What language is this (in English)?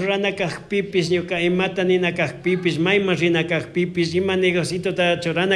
Chimborazo Highland Quichua